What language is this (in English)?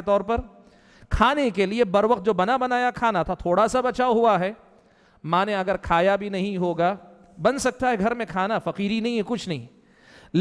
Urdu